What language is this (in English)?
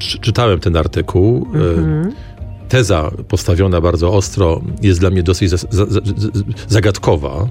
Polish